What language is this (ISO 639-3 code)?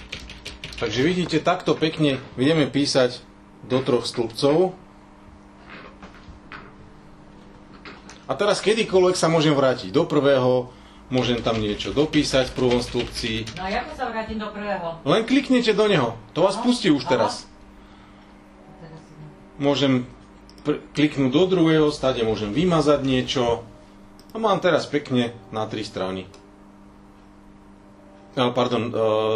slk